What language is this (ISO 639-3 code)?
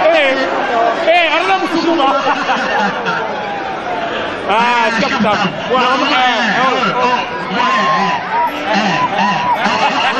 swa